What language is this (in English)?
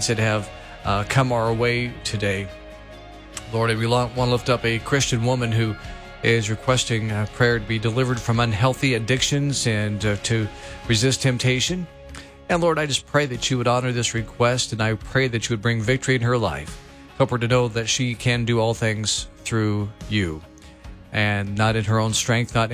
English